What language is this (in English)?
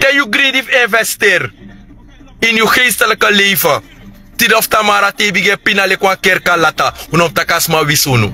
Sranan Tongo